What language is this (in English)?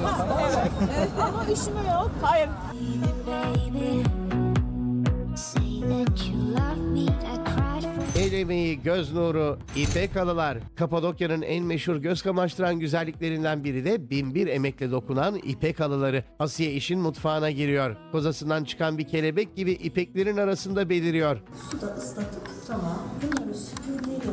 Turkish